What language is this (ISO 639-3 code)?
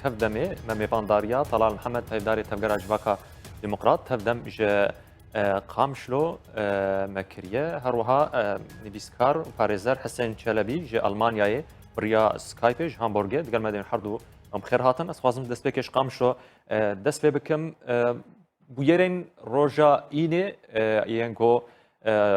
kur